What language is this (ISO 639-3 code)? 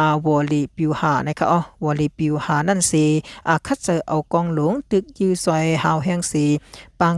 shn